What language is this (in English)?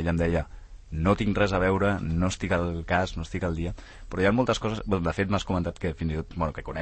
Catalan